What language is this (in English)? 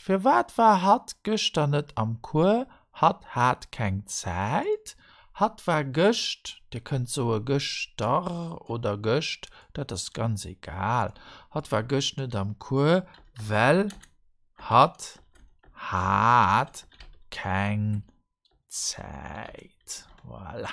Luxembourgish